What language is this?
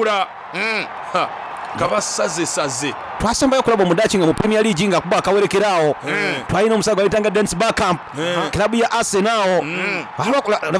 Soga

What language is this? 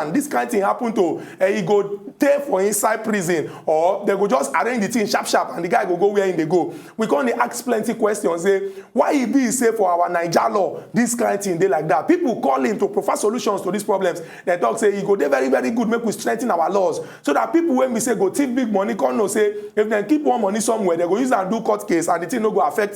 Nigerian Pidgin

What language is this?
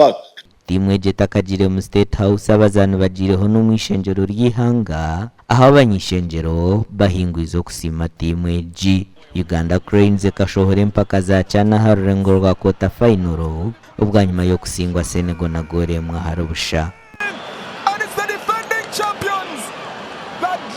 Nyankole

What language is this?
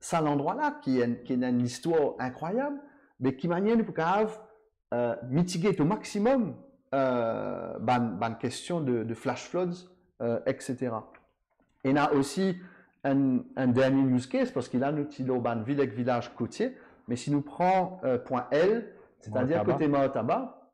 Morisyen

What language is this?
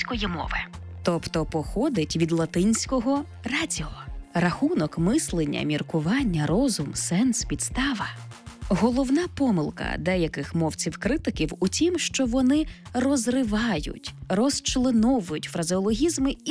Ukrainian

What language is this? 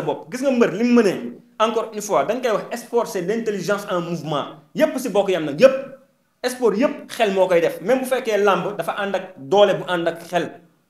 Wolof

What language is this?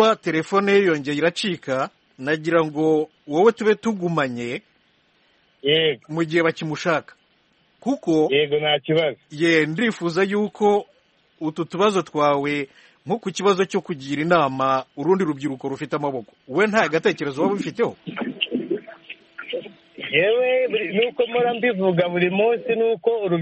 Kinyarwanda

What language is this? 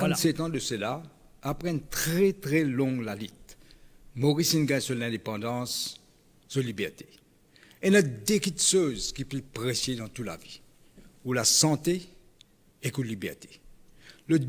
Morisyen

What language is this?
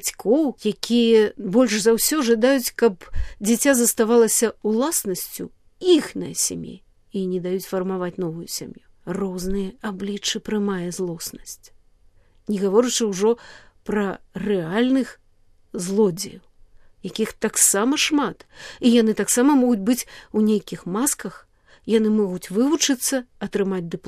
Belarusian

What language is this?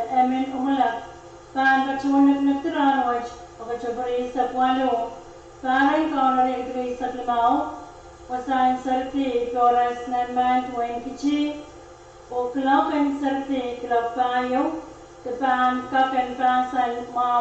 Pohnpeian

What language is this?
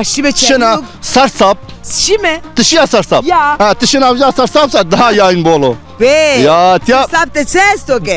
Zaza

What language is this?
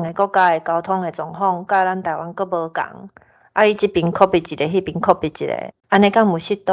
Min Nan Chinese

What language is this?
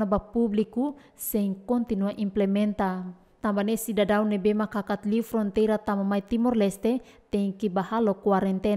Tetum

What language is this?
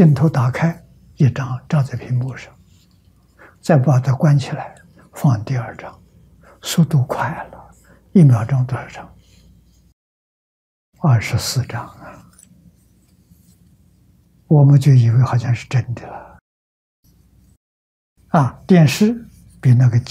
Chinese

